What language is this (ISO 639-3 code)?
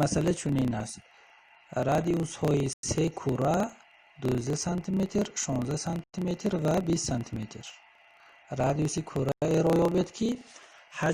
tgk